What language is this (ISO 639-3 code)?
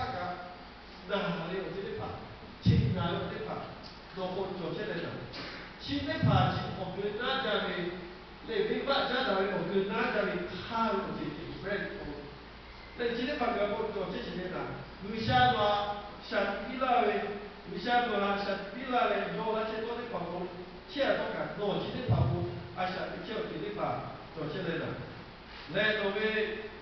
lhu